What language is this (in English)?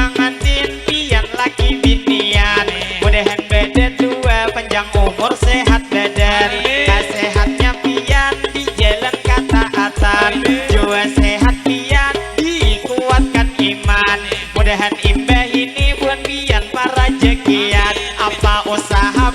Banjar